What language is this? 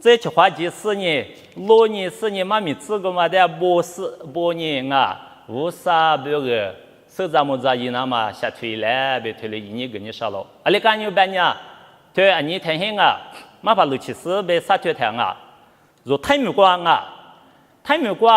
Lisu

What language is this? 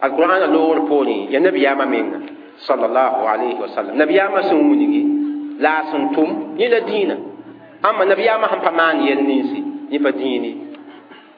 Mossi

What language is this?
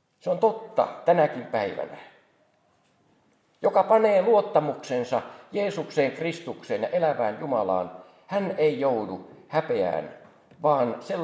Finnish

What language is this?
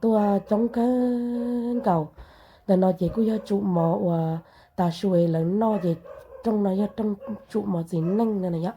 Hmong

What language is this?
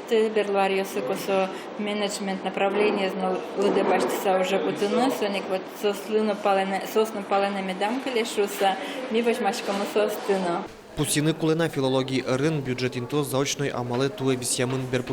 Udmurt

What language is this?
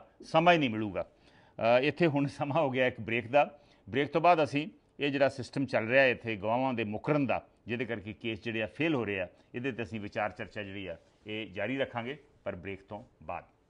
Punjabi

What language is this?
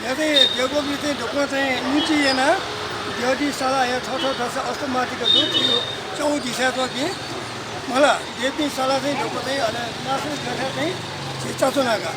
Newari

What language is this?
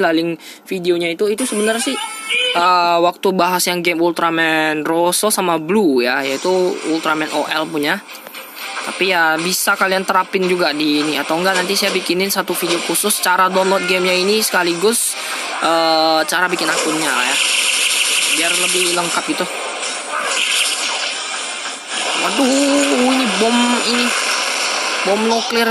Indonesian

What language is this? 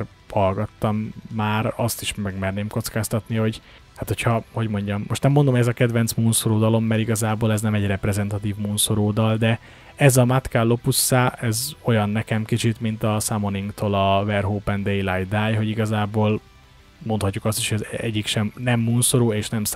Hungarian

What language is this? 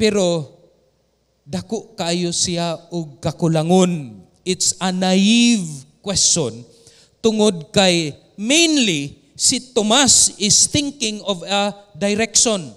Cebuano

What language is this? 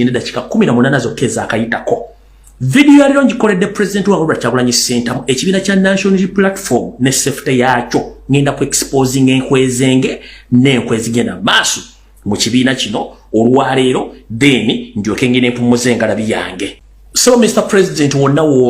Ganda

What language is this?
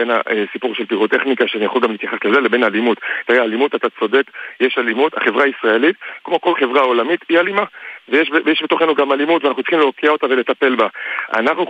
Hebrew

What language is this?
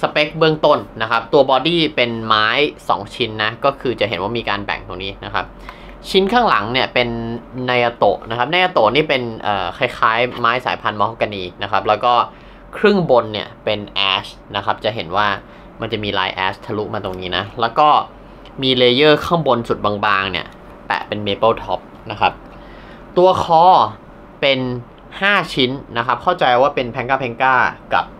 Thai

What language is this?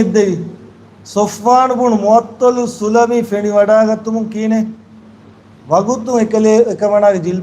Divehi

